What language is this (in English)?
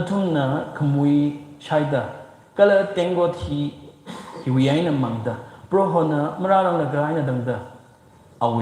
Tangkhul Naga (India)